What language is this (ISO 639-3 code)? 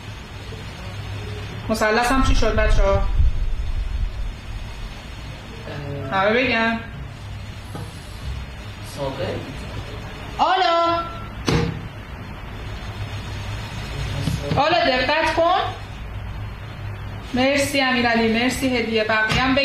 fas